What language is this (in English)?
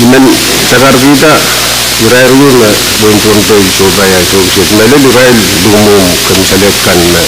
Pohnpeian